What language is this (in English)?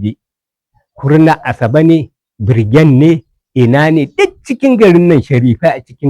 Hausa